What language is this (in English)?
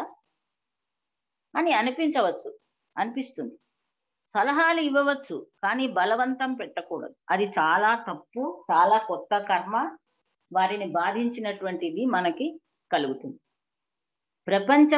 Telugu